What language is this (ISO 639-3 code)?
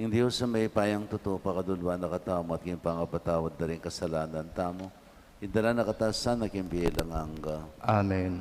pam